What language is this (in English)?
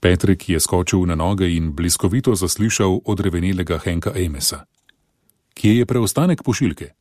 Slovenian